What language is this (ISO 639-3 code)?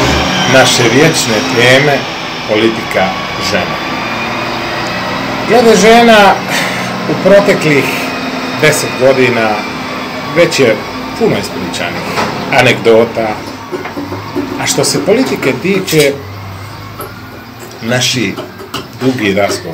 hrv